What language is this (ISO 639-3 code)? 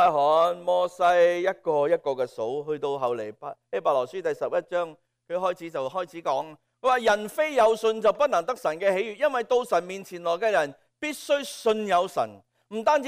yue